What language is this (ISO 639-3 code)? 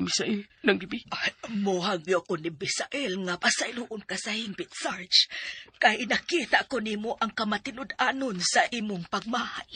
ceb